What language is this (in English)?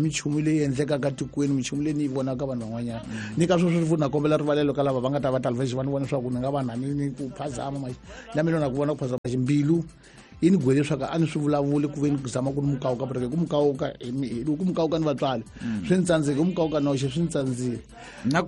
Tsonga